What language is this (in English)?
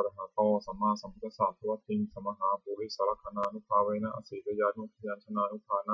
Pali